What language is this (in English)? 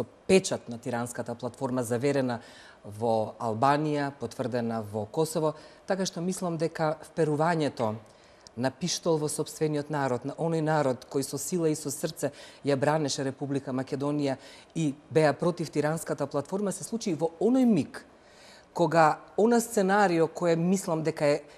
Macedonian